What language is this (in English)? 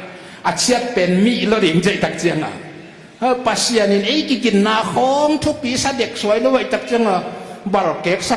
Tedim Chin